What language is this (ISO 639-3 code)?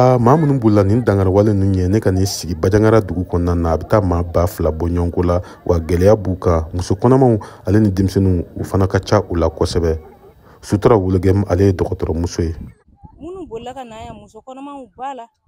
bam